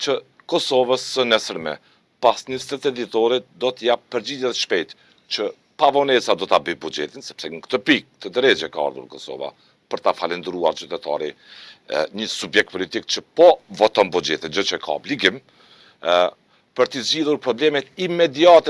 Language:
Albanian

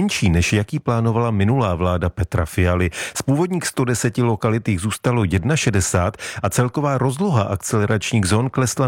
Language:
Czech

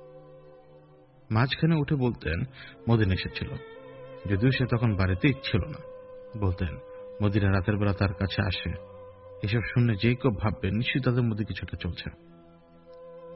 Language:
Bangla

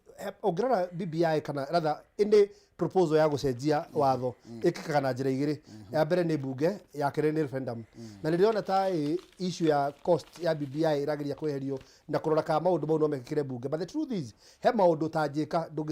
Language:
Kikuyu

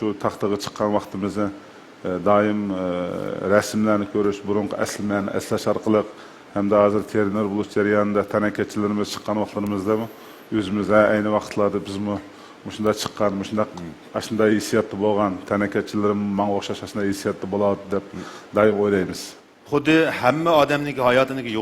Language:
Uyghur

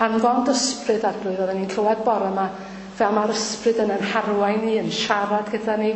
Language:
Welsh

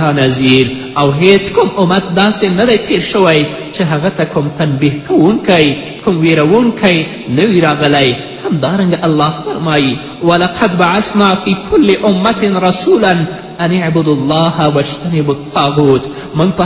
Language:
Pashto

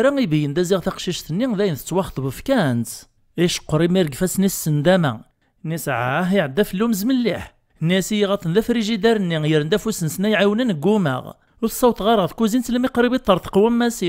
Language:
Kabyle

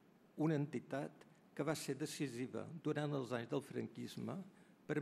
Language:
Catalan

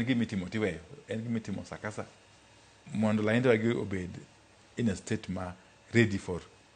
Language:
Luo (Kenya and Tanzania)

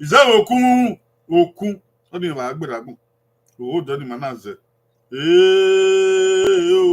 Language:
Bini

